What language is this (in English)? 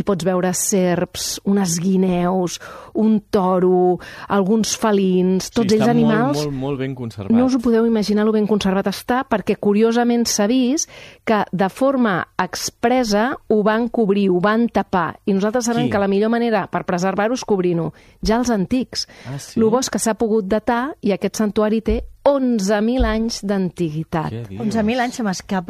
Catalan